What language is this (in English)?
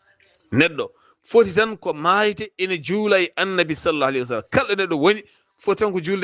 Fula